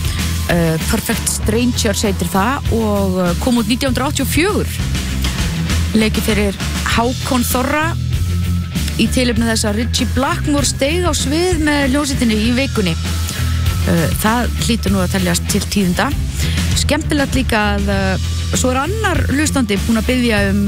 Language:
Icelandic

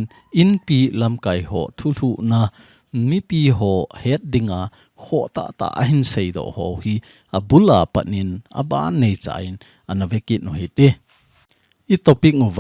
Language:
Thado Chin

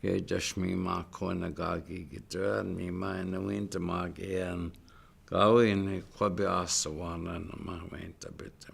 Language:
Chippewa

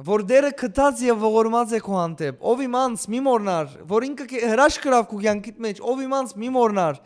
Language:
Western Armenian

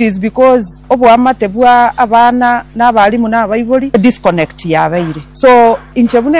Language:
Gusii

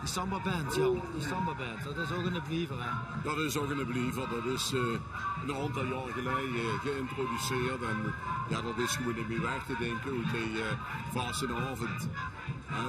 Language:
Limburgish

